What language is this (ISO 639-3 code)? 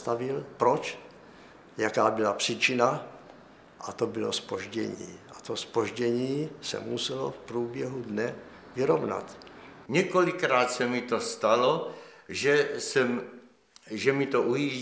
ces